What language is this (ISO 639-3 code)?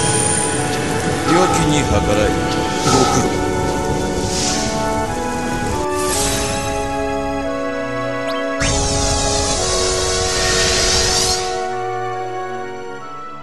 jpn